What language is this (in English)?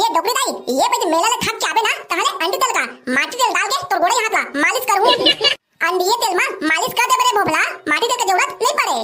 Chhattisgarhi